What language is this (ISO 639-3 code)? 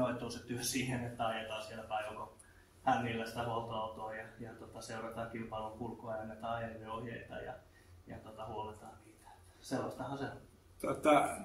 fin